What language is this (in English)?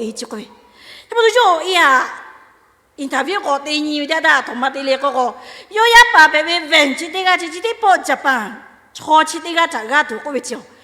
Lahu